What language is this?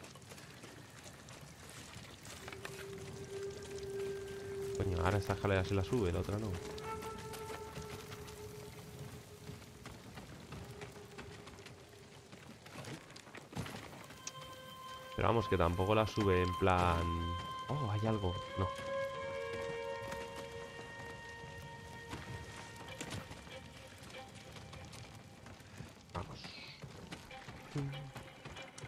Spanish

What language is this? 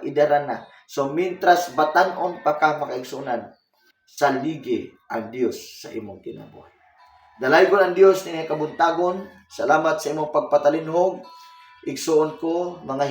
Cebuano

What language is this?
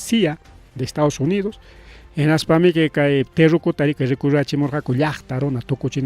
Ayacucho Quechua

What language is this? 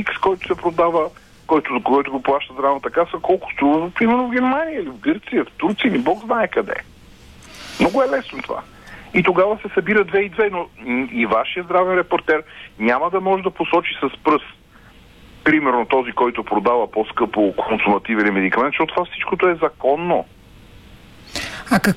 Bulgarian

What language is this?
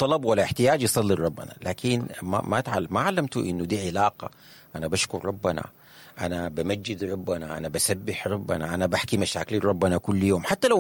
Sudanese Arabic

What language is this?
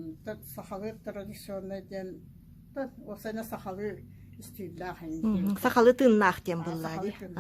Yakut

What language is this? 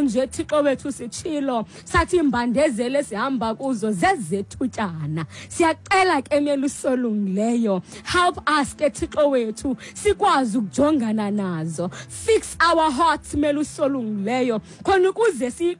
Xhosa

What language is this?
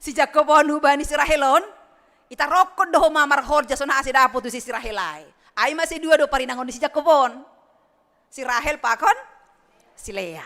Batak Simalungun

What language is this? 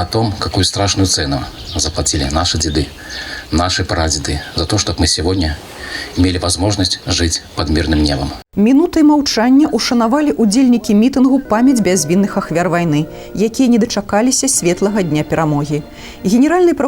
Belarusian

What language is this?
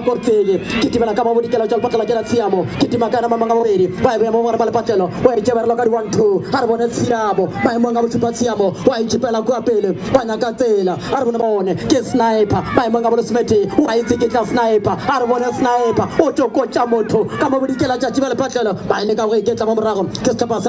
Northern Sotho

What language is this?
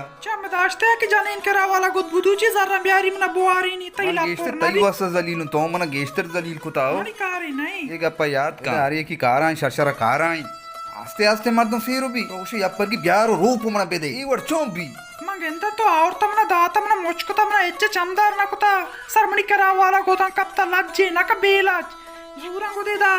Baluchi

